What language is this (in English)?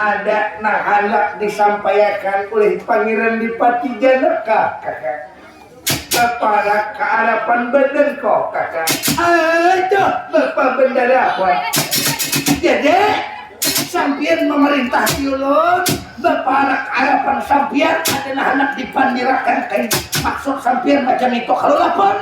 Banjar